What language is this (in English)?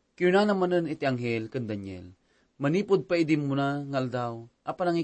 Iloko